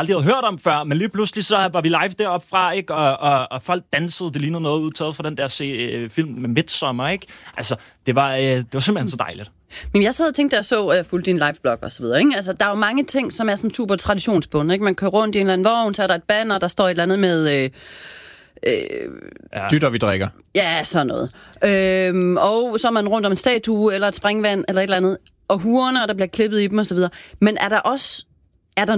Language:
Danish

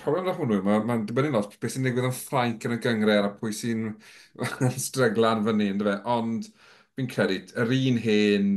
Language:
Welsh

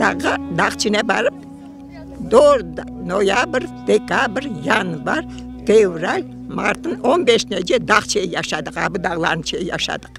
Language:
Crimean Tatar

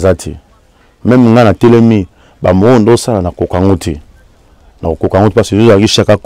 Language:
Lingala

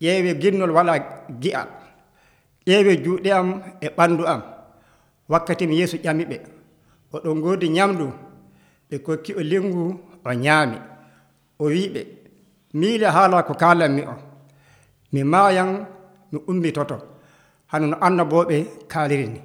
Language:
Nigerian Fulfulde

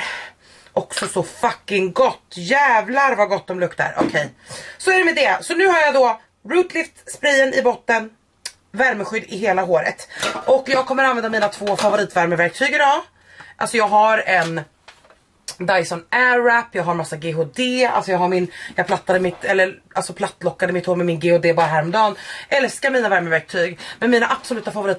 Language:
Swedish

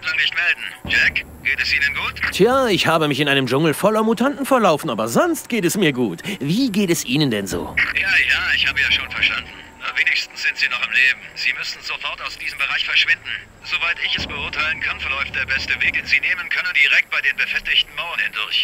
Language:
Bavarian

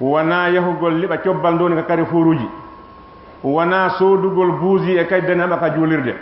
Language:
Fula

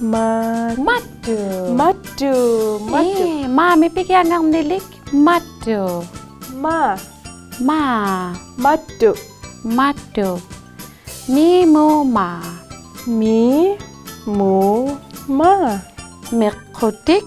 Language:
Inuktitut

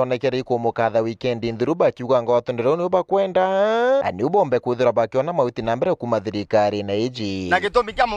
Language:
Meru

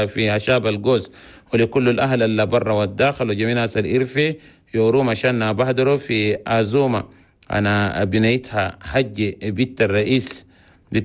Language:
Chadian Arabic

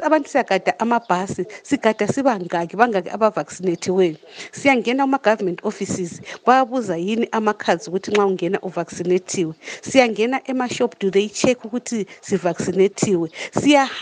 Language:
North Ndebele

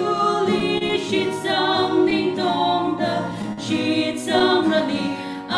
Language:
Tangkhul Naga (India)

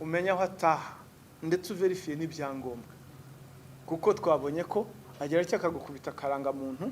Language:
Kinyarwanda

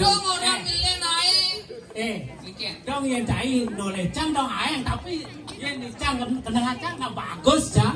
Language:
Balinese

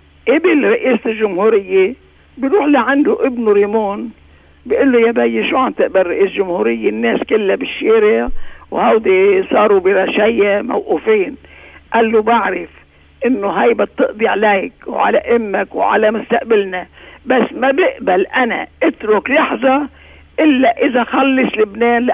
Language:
North Levantine Arabic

